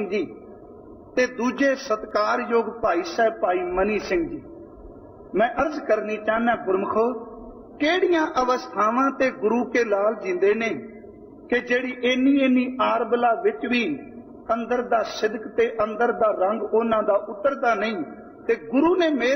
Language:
Punjabi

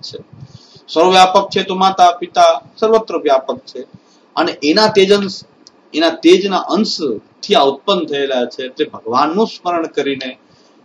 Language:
Gujarati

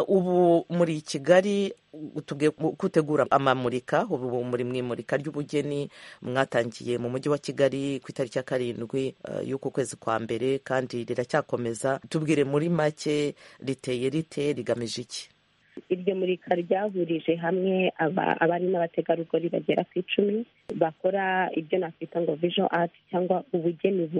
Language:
Kinyarwanda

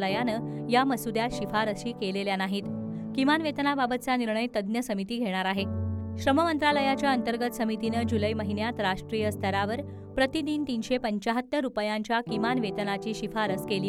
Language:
Marathi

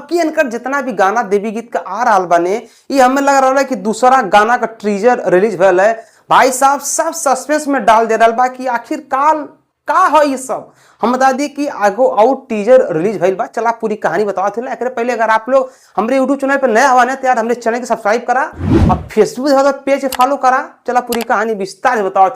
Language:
Bhojpuri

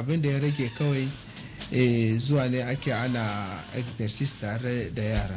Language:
Hausa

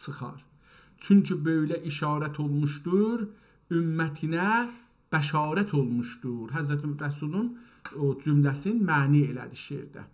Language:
South Azerbaijani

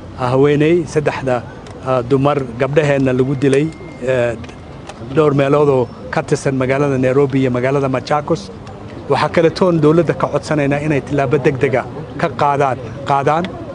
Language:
Somali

